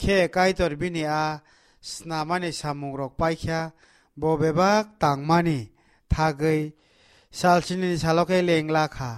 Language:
Kok Borok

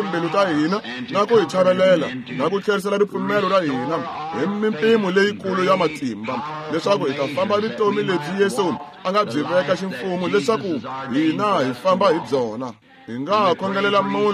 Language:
Tsonga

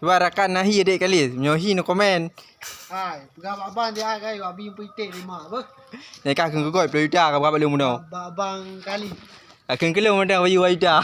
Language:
Achinese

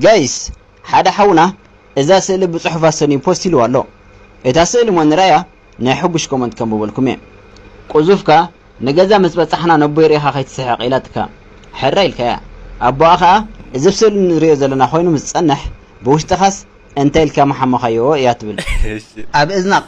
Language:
Tigrinya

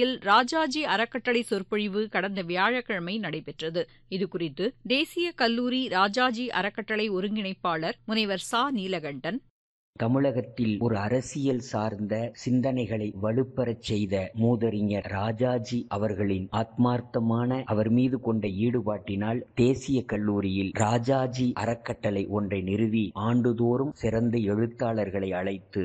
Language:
Tamil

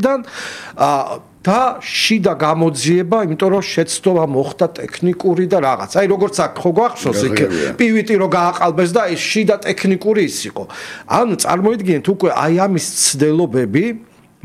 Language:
Georgian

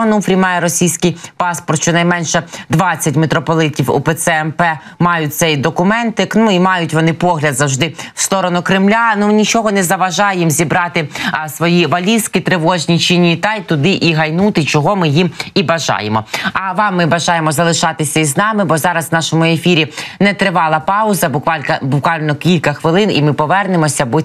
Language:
Ukrainian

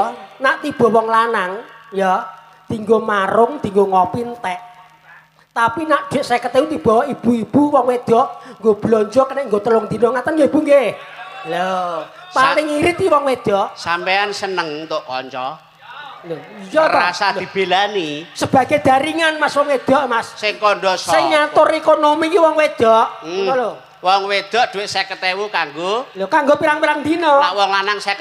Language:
Javanese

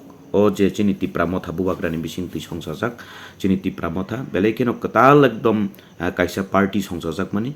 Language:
Kok Borok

